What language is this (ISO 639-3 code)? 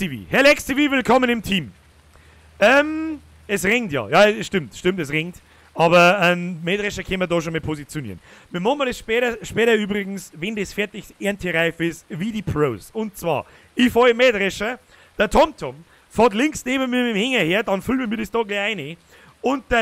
bar